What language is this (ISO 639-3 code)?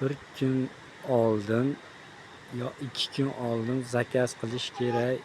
uzb